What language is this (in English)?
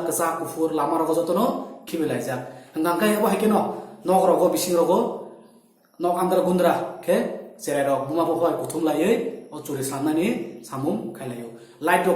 Kok Borok